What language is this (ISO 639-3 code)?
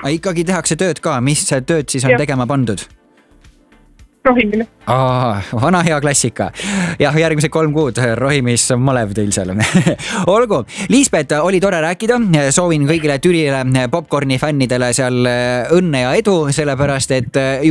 est